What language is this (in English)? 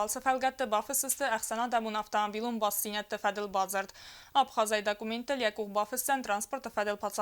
Ossetic